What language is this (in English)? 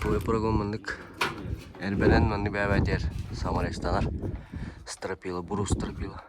Yakut